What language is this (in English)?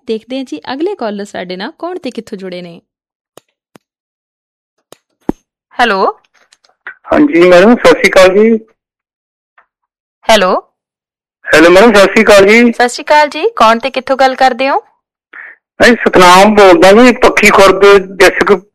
Punjabi